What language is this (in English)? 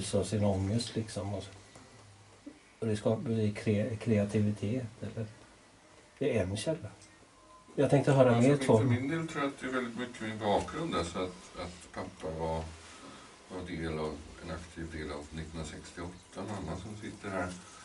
Swedish